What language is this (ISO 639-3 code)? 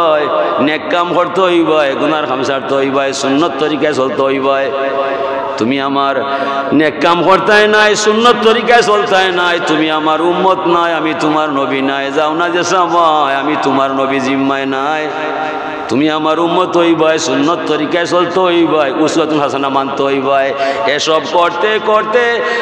syl